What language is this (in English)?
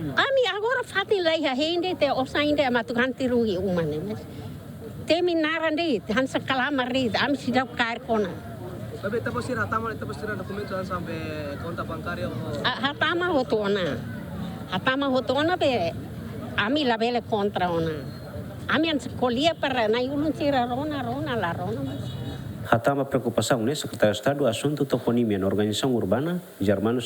Tetum